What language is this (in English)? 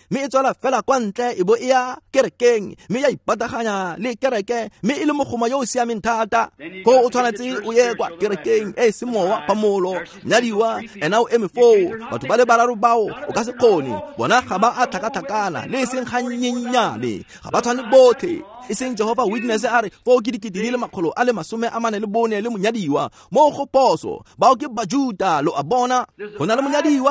Tswana